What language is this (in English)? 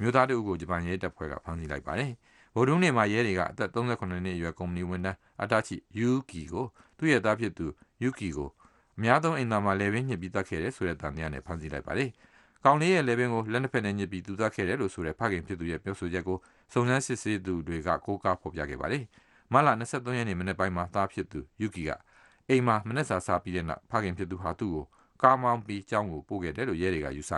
Burmese